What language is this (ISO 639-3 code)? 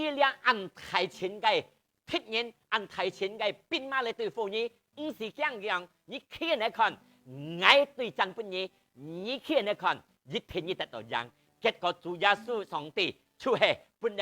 hak